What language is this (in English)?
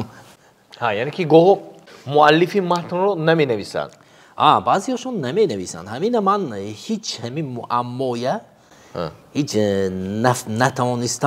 Tajik